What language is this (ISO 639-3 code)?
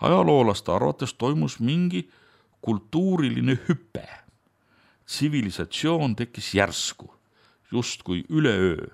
est